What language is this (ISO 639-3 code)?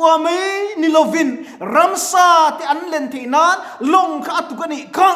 lus